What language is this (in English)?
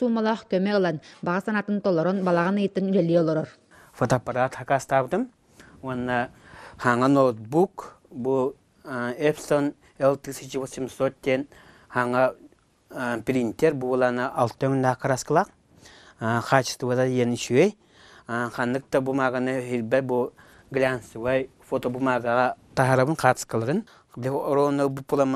Yakut